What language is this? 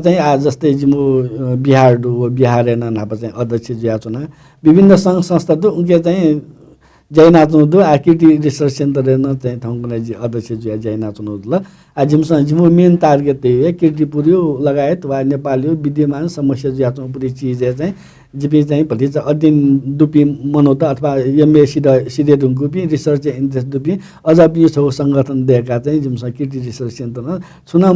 Newari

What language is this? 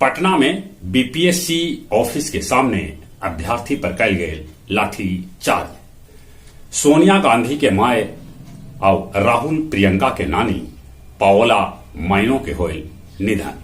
Magahi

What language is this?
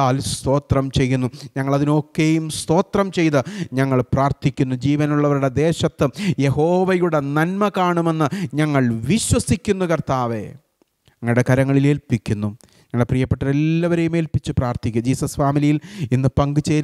Malayalam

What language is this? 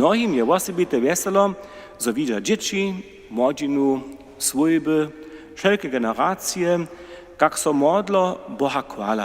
Upper Sorbian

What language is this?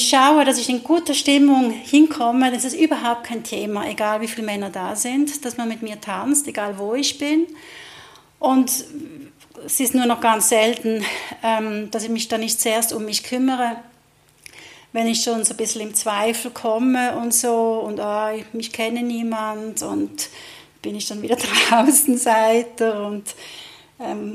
German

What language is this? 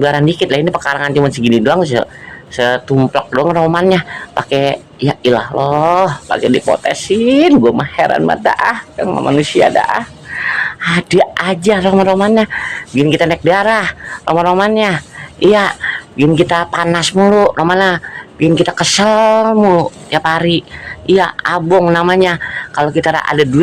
Betawi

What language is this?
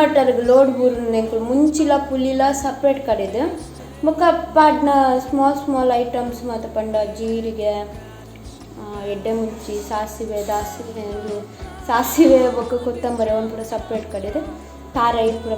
Tulu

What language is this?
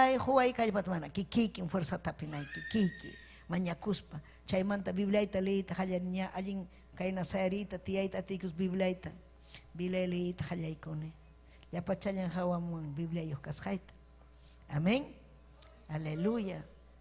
Ayacucho Quechua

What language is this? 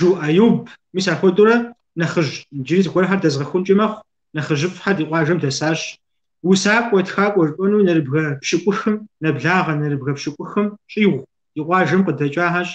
Kabardian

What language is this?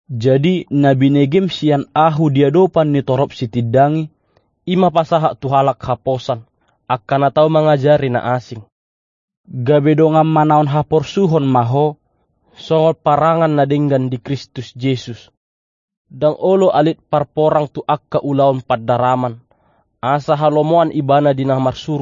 Batak Toba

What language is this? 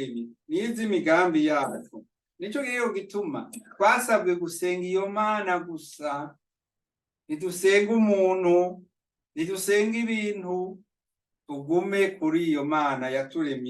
Rundi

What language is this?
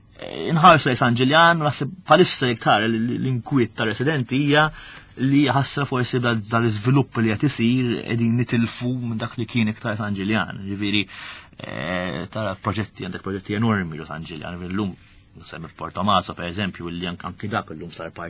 Maltese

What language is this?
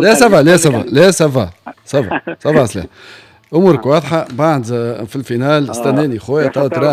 Tunisian Arabic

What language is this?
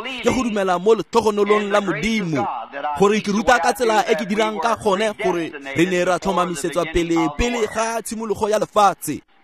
Tswana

